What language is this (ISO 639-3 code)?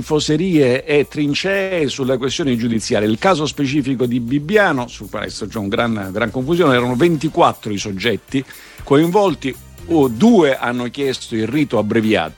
ita